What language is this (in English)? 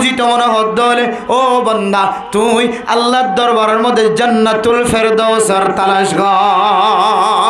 Rohingya